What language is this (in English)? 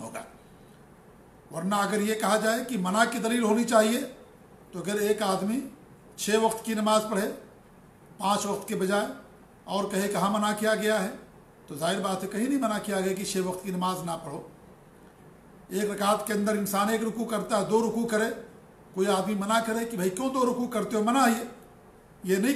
Urdu